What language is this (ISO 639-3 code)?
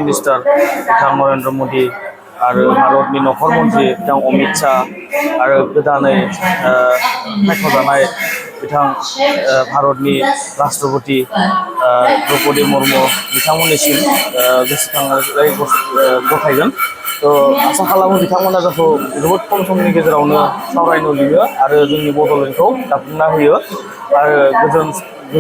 brx